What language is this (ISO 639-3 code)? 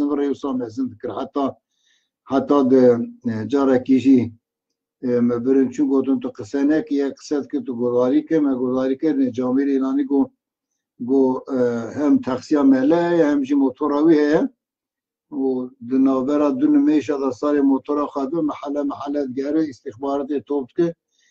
kur